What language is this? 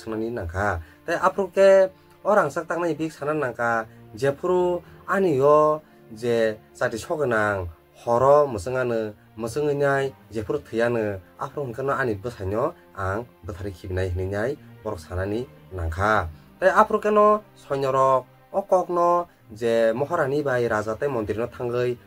Kok Borok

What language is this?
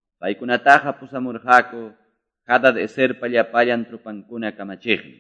Quechua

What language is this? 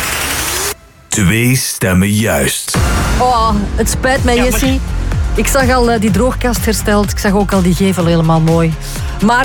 Dutch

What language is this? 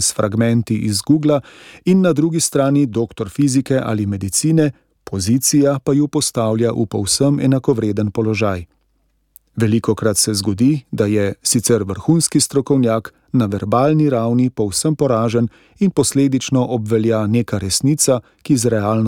Slovenian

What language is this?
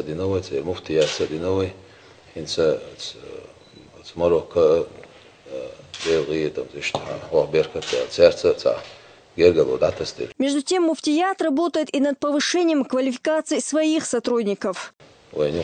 Chechen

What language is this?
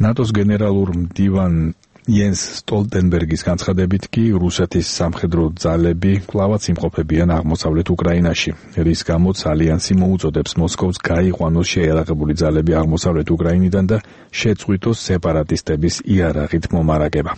Georgian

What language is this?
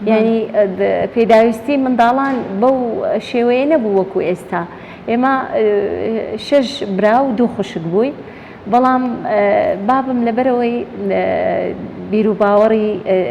Central Kurdish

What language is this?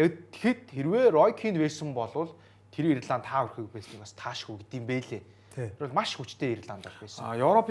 Mongolian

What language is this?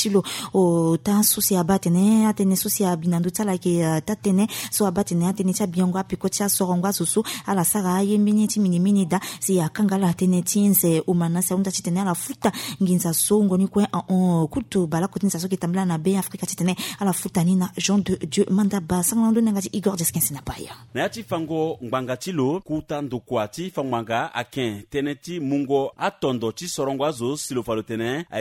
Sango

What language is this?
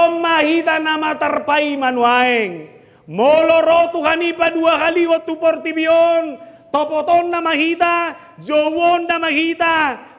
Batak Toba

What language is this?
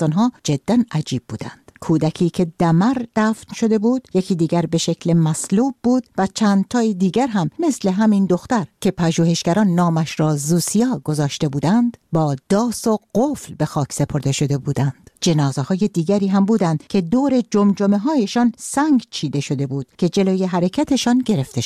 Persian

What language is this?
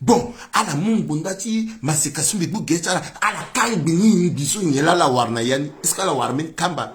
Sango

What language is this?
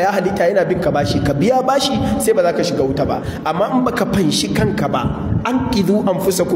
Hausa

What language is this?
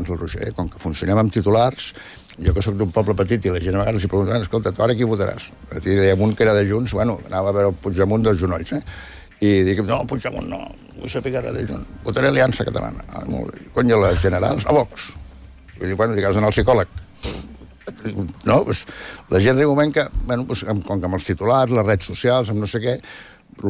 Catalan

